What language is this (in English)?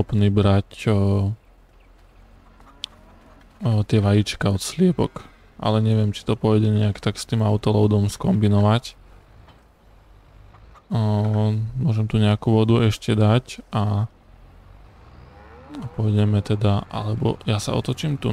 Slovak